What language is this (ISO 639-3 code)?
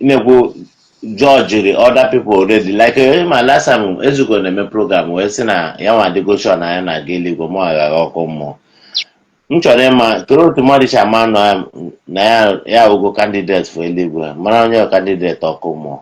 ibo